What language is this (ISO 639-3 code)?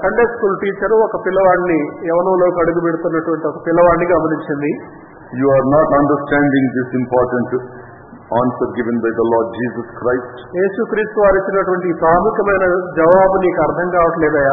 tel